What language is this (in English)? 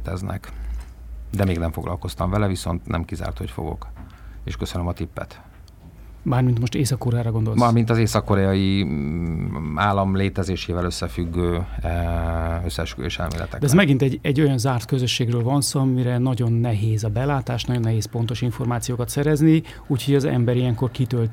Hungarian